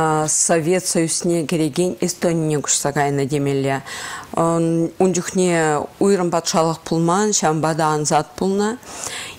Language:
Chuvash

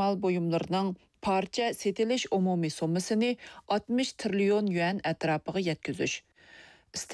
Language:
Uyghur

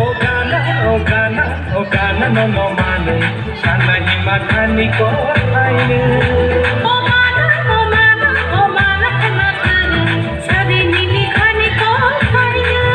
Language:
Kok Borok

